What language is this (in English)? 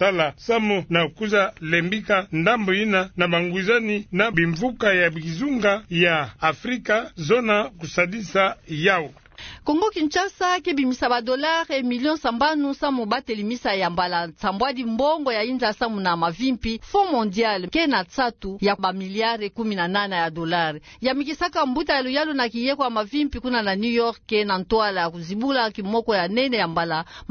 Kituba (Democratic Republic of Congo)